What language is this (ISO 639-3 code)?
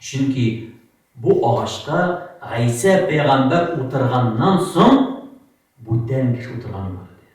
tat